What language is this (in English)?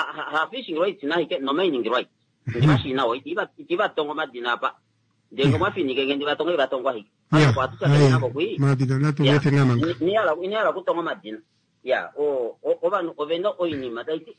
Kuanyama